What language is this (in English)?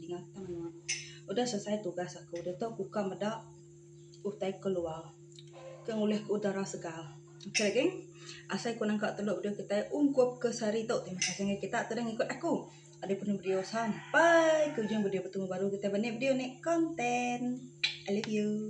Iban